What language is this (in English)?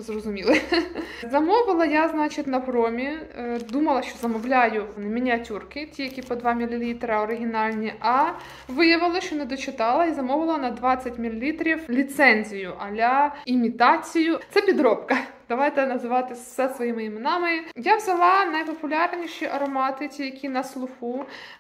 Ukrainian